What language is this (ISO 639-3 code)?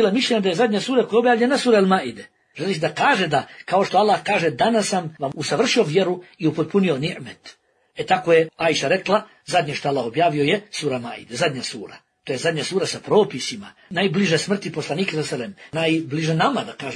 bos